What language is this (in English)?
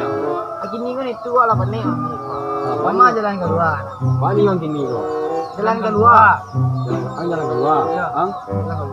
Minangkabau